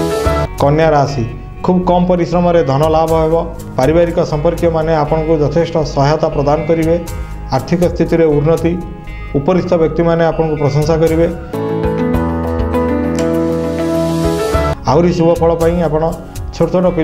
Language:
Odia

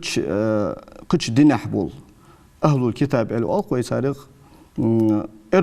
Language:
Ingush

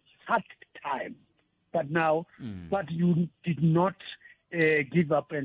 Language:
Tsonga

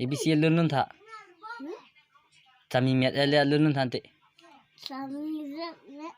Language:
Karbi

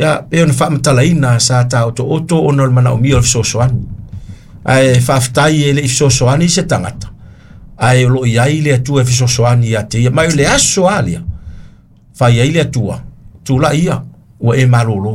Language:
Samoan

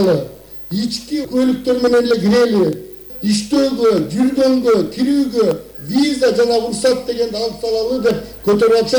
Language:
Kyrgyz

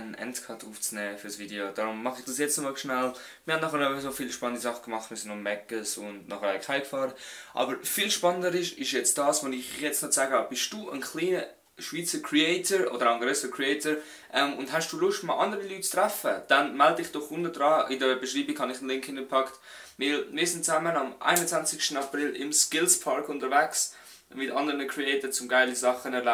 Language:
Swiss German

